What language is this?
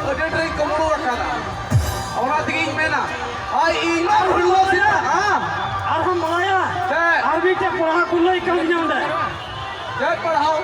Santali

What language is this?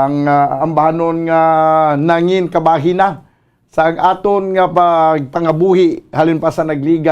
Hiligaynon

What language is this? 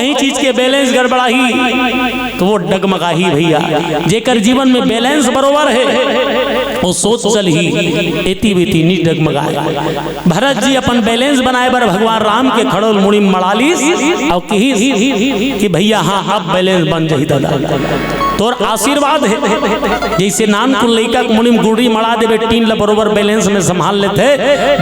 Chhattisgarhi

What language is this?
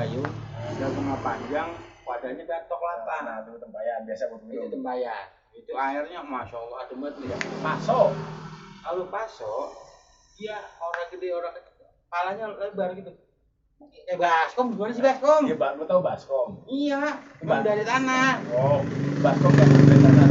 Betawi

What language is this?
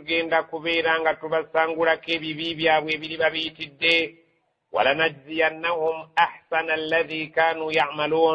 Ganda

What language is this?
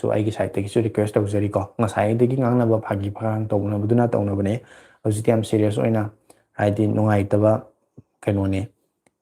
Manipuri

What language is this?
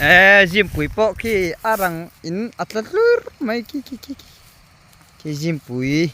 Mizo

